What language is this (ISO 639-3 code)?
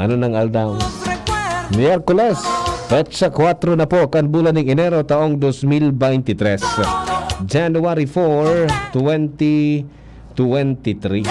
bik